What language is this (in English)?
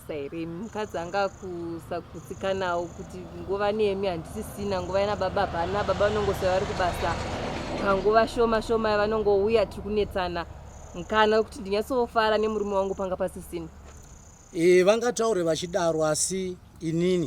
Shona